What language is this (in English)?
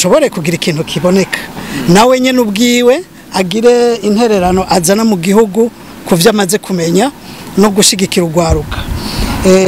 Rundi